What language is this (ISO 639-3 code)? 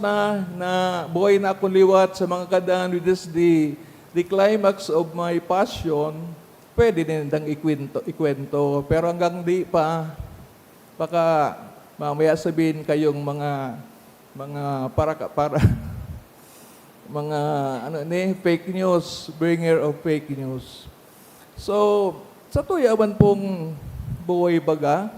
bik